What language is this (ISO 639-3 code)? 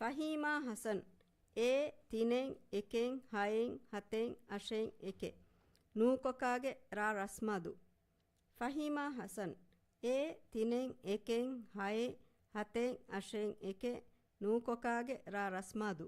div